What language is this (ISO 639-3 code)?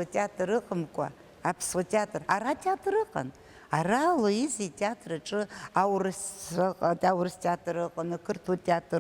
abk